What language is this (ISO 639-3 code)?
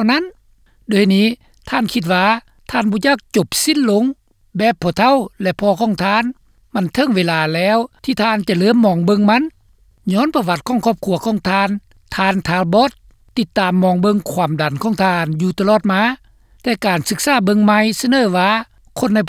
lao